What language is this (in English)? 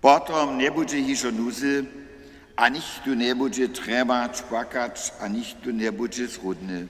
Upper Sorbian